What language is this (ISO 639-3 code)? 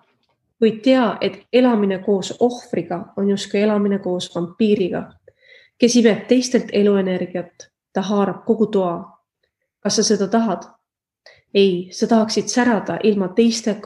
est